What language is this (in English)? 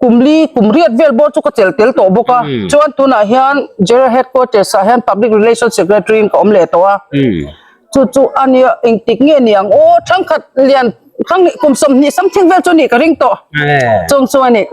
Hmar